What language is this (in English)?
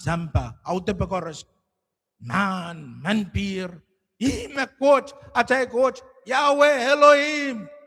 Pohnpeian